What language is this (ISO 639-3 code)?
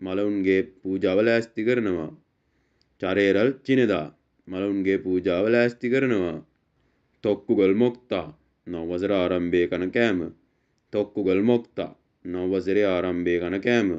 sin